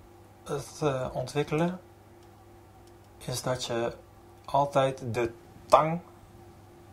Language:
Dutch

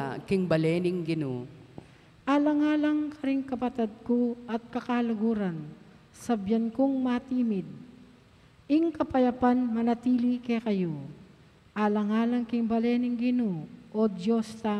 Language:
Pampanga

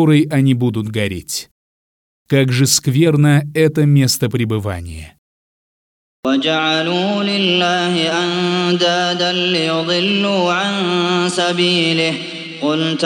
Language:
Russian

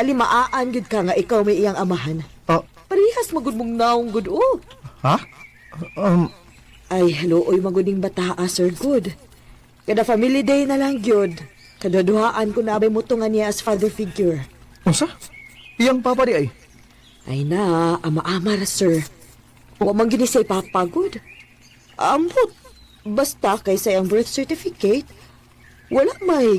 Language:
Cebuano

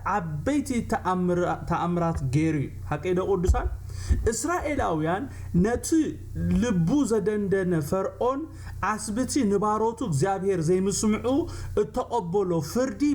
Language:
Tigrinya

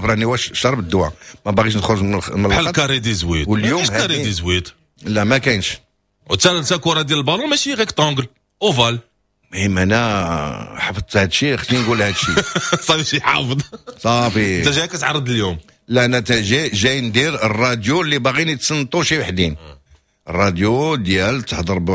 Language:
Moroccan Arabic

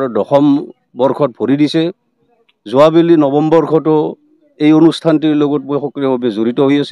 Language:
Assamese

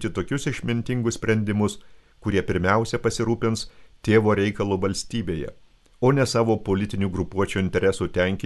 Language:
Lithuanian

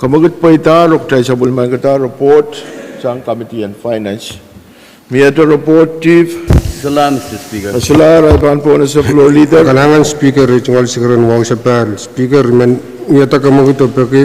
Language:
Pohnpeian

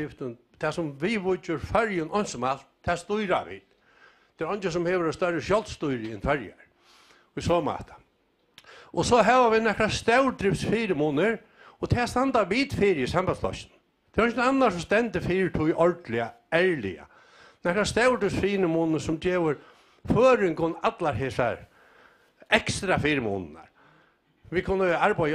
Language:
Faroese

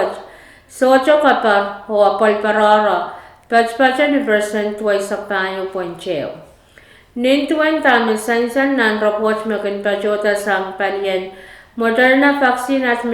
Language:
Pohnpeian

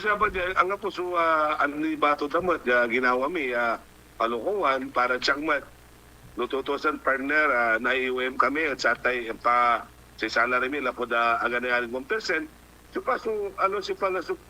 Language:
Pangasinan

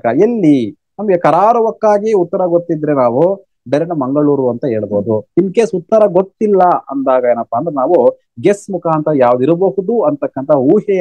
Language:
Kannada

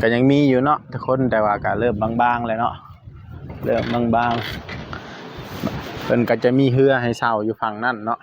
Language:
Northeastern Thai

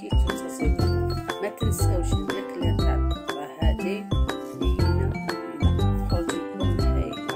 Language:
Algerian Arabic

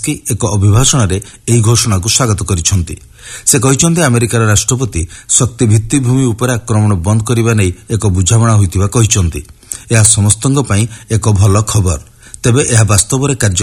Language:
Odia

